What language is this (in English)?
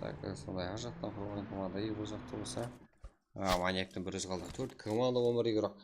Kara-Kalpak